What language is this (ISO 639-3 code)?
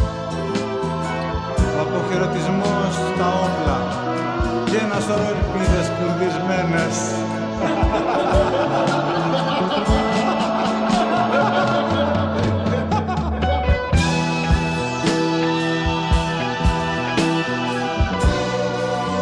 ell